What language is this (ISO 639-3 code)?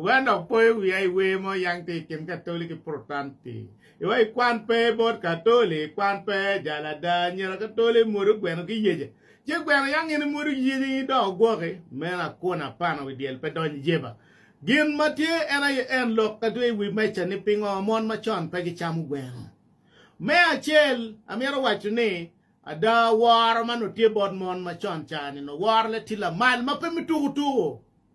ach